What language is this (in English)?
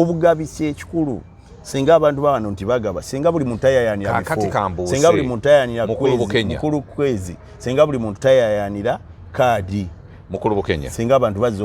Ganda